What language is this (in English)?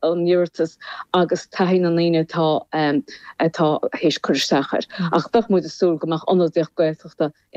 Irish